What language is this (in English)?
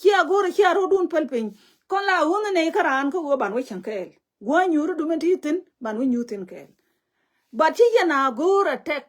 Nuer